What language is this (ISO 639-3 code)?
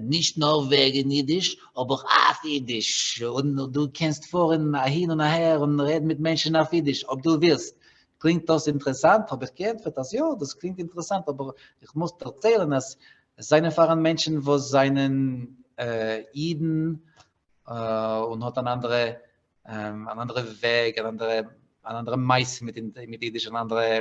yid